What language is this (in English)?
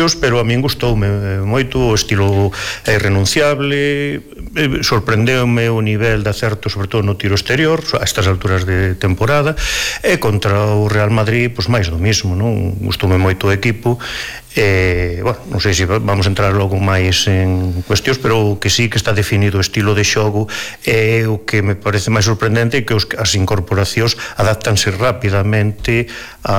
Galician